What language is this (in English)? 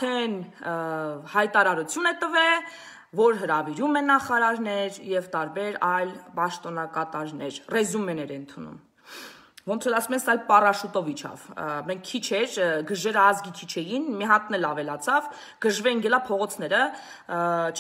Armenian